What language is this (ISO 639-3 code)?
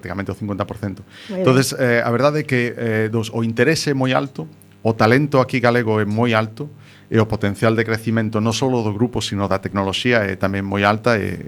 glg